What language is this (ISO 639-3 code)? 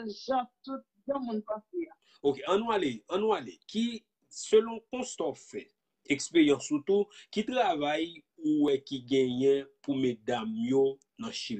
hat